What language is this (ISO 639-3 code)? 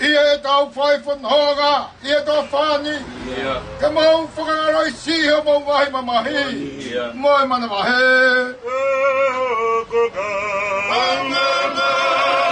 ton